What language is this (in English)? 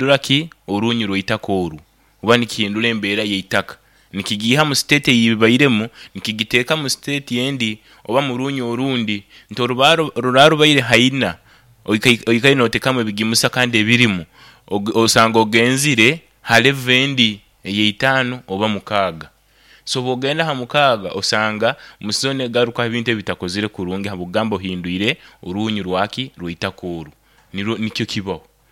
Nyoro